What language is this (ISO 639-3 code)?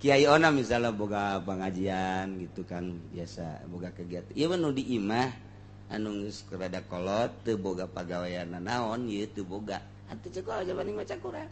sun